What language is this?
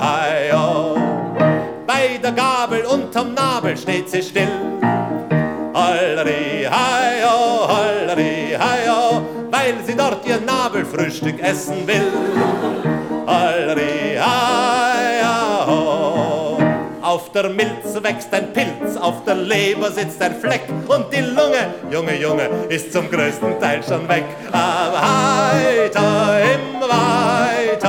German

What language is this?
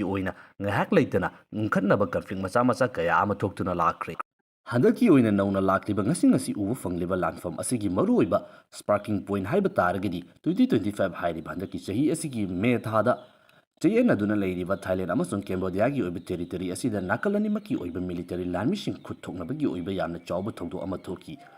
Manipuri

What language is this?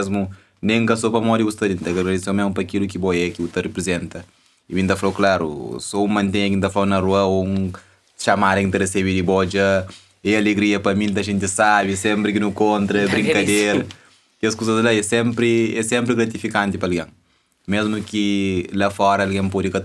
Kabuverdianu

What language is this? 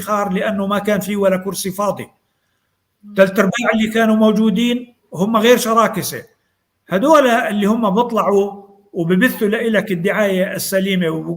North Levantine Arabic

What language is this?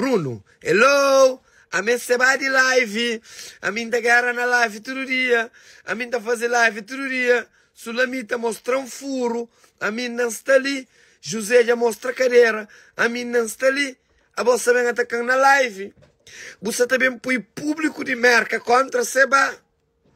Kabuverdianu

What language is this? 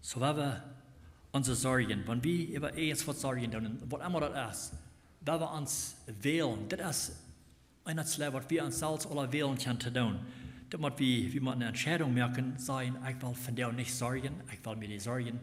Plautdietsch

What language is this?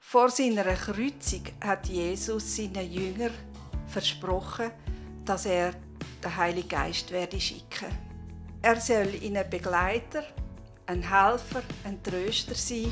Swiss German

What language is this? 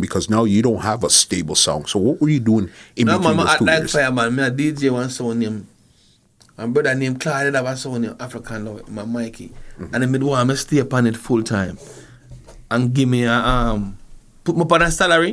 Jamaican Creole English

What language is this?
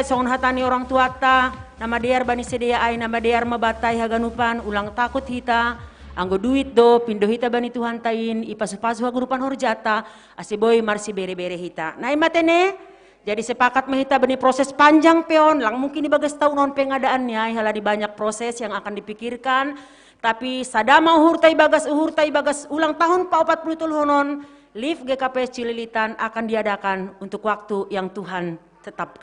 Batak Simalungun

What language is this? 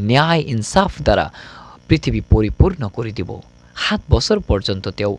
Assamese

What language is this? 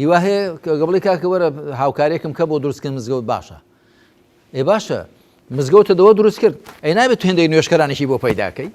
Central Kurdish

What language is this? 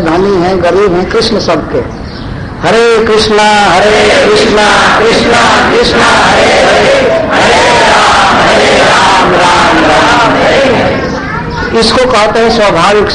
Hindi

